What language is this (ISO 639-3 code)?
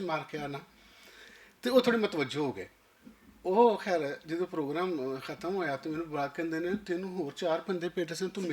lah